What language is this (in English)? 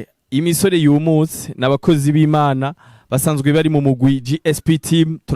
Rundi